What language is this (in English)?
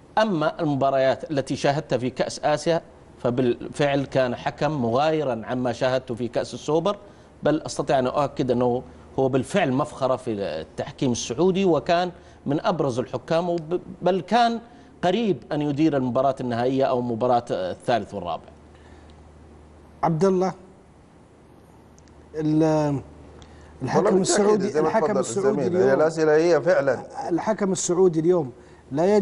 Arabic